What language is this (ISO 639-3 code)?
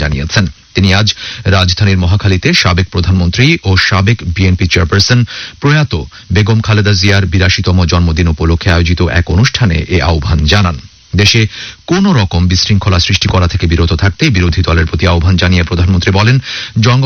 ben